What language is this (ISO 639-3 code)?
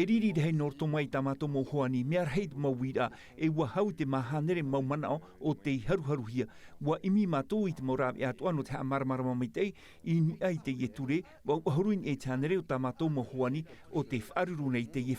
tah